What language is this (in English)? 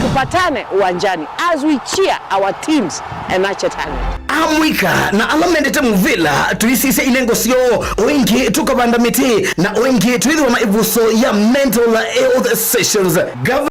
Kamba